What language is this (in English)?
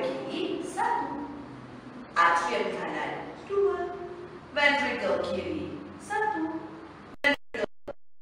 Malay